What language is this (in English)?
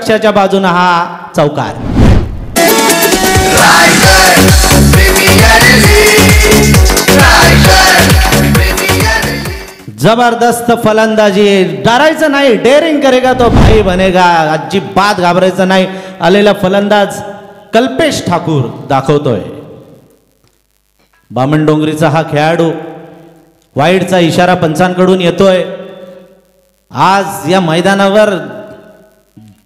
Marathi